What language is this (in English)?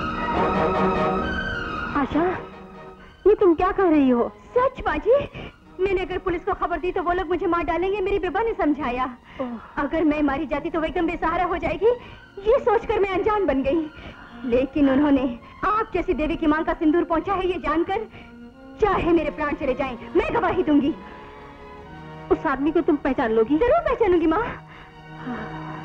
Hindi